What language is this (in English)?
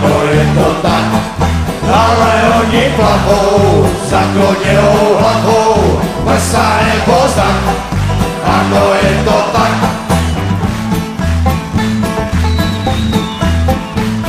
Czech